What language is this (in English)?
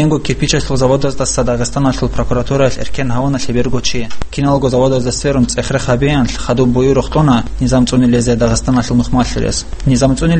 Avaric